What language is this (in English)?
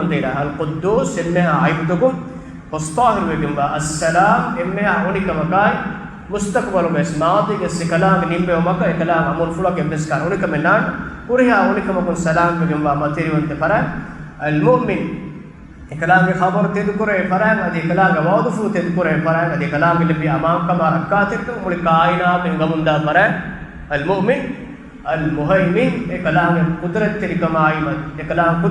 Divehi